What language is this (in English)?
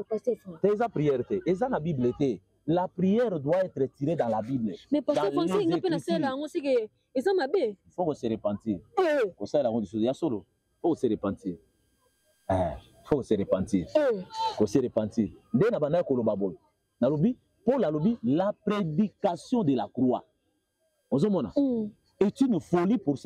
Lingala